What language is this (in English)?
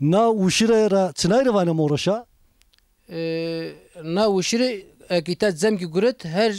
Zaza